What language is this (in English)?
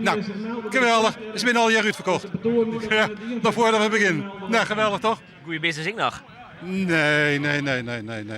Western Frisian